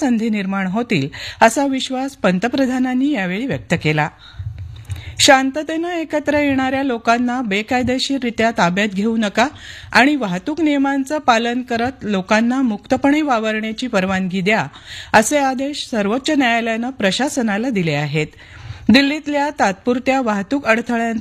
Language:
Marathi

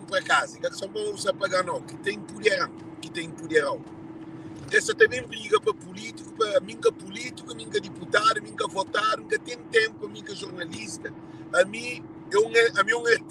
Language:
Kabuverdianu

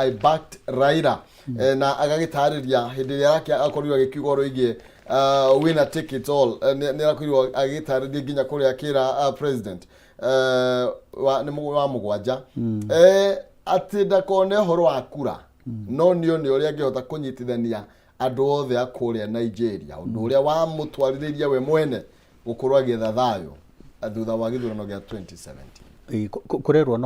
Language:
Kikuyu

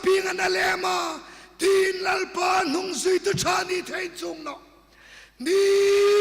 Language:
Hmar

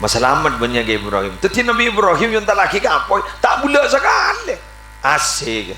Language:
Madurese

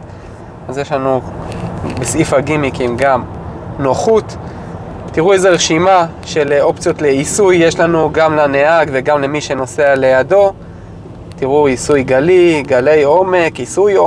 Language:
Hebrew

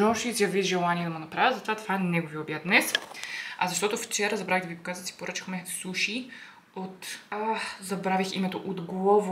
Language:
Bulgarian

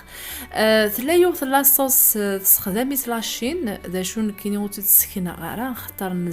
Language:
Kabyle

